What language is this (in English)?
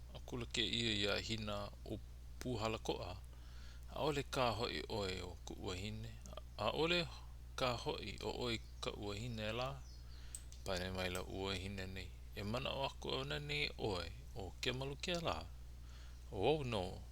Hawaiian